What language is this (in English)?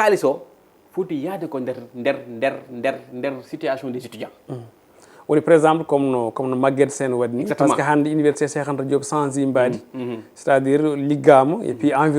Fula